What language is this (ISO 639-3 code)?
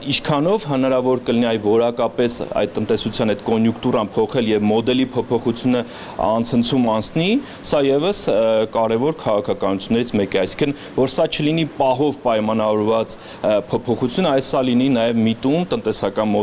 hye